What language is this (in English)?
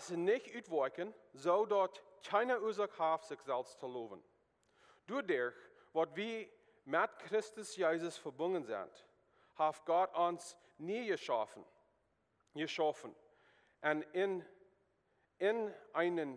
Plautdietsch